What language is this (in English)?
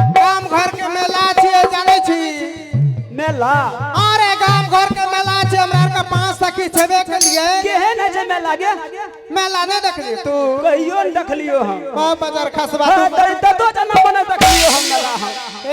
Maithili